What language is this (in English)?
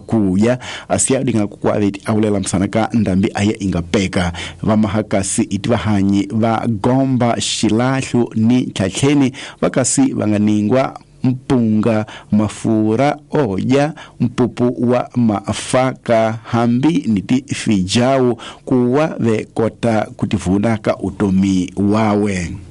Tsonga